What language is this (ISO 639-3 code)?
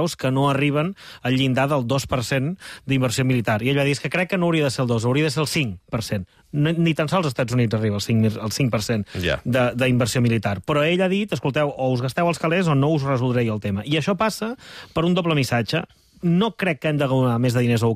cat